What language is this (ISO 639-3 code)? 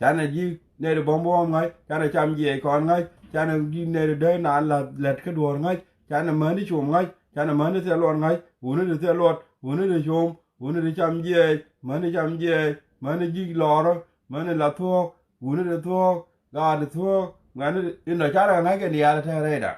nus